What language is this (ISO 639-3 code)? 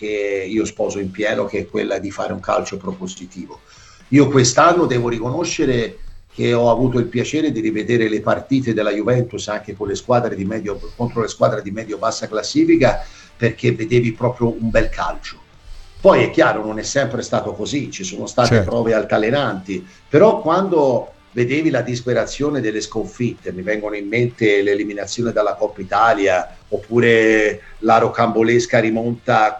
ita